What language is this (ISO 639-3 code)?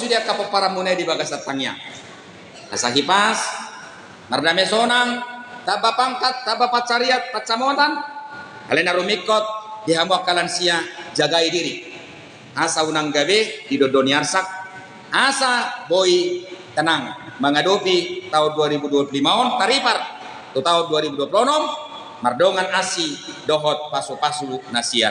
bbc